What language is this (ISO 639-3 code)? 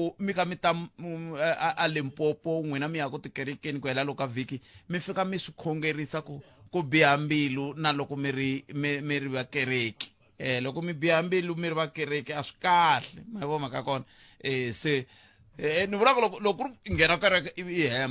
tso